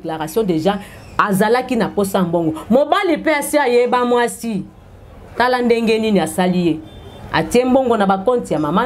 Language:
Lingala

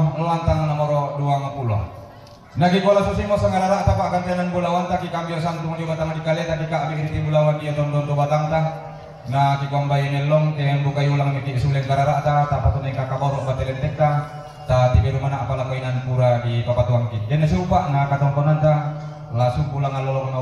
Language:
Toraja-Sa'dan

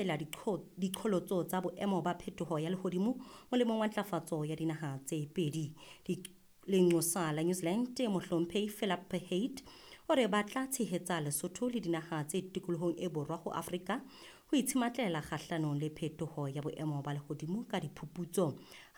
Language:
Southern Sotho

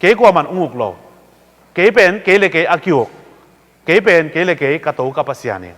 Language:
Tedim Chin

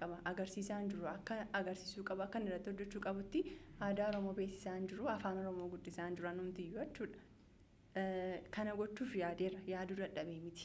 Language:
Oromo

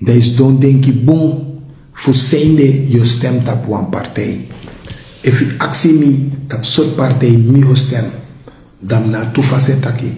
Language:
Sranan Tongo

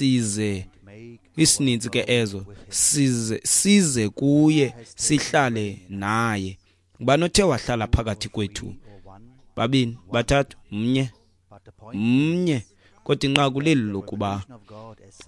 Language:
Xhosa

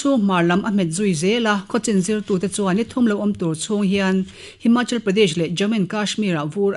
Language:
Mizo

